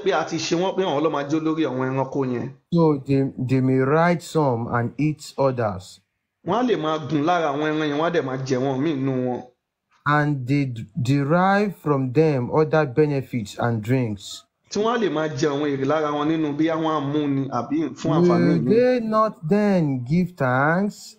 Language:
Yoruba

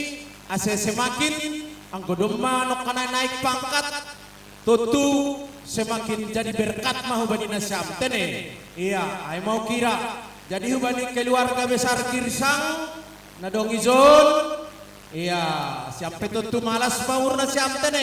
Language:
Batak Simalungun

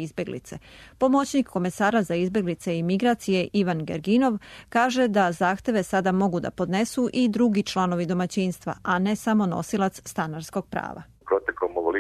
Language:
Serbian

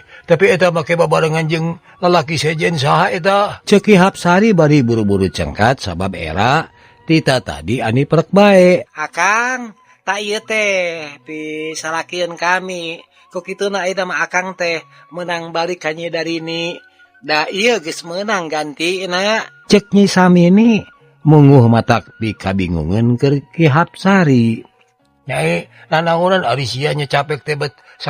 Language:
Sundanese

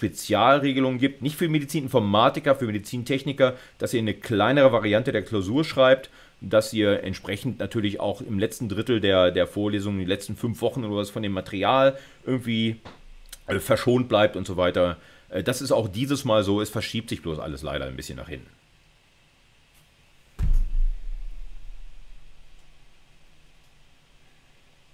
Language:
German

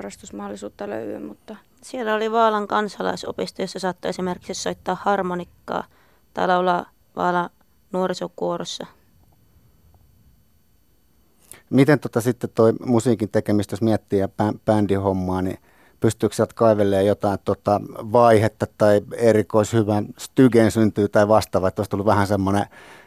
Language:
Finnish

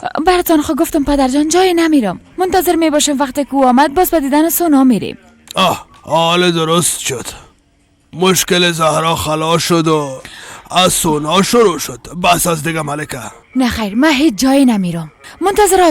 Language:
Persian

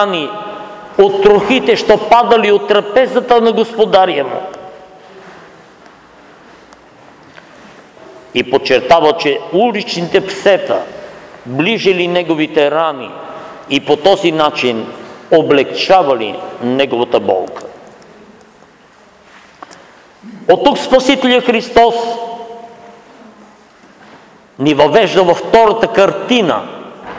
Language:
Bulgarian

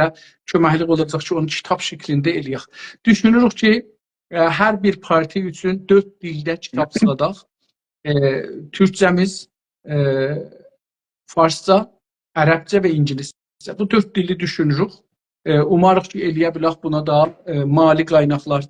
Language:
South Azerbaijani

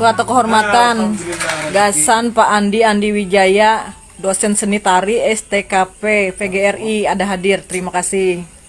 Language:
Banjar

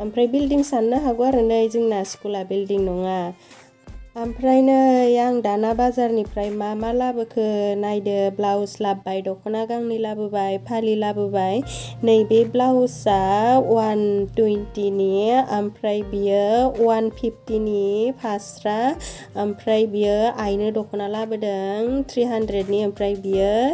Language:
Bodo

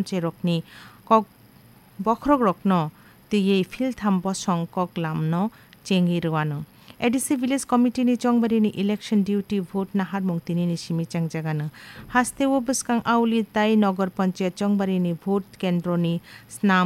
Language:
Kok Borok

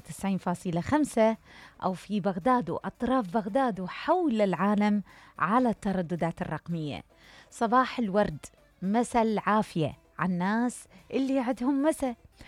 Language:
Mesopotamian Arabic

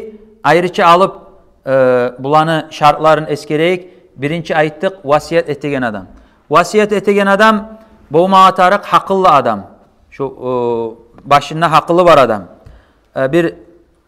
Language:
Kumyk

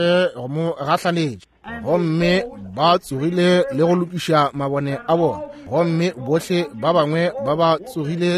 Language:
Northern Sotho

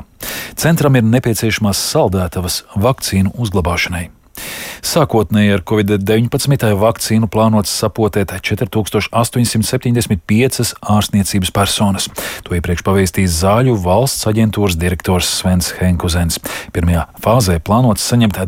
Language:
Latvian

